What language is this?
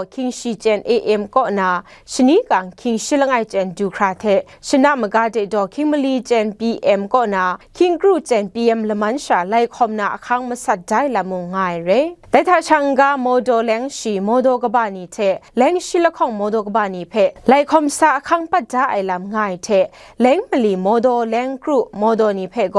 Kachin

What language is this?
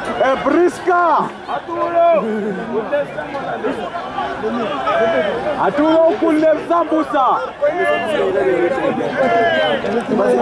Swahili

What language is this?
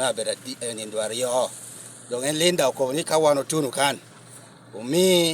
Lango (Uganda)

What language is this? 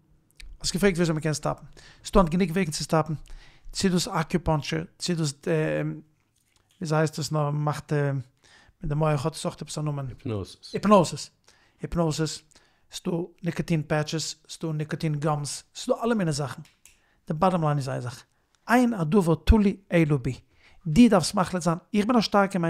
Yiddish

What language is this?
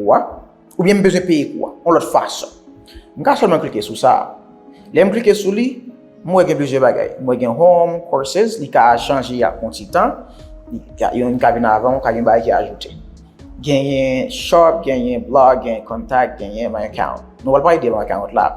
Haitian Creole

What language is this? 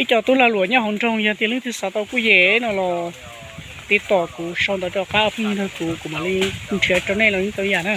Hmong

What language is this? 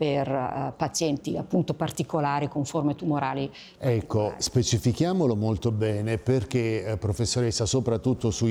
Italian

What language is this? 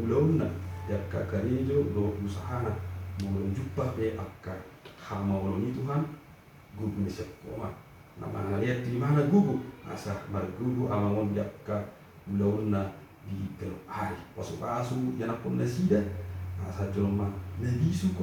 Batak Toba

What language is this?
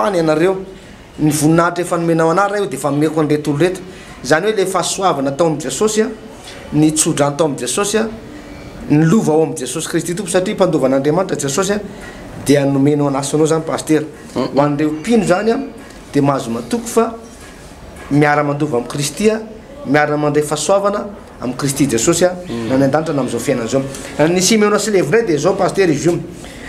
Malagasy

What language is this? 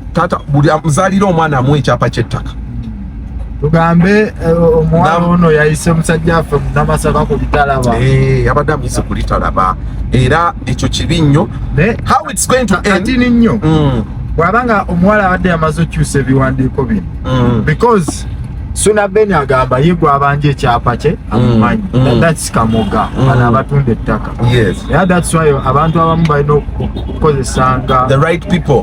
Ganda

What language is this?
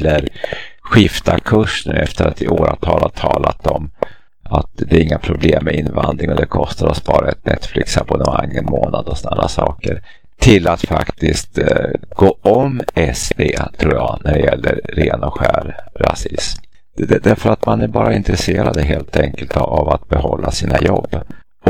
Swedish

